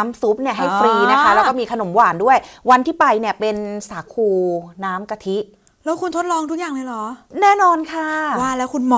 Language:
Thai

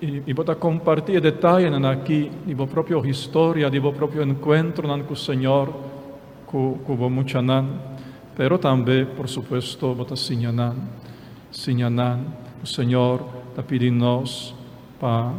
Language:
Papiamento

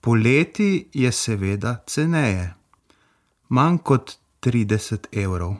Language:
Slovenian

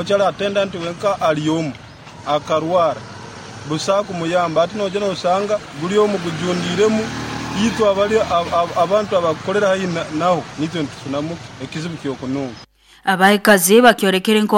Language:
Nyoro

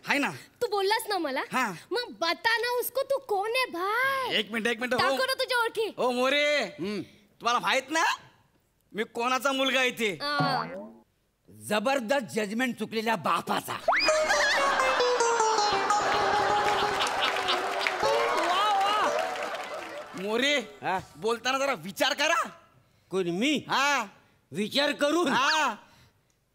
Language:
Marathi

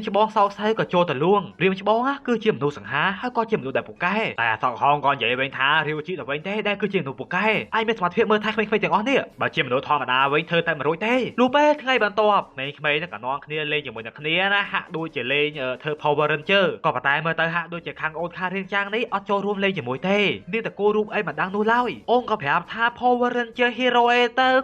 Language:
Khmer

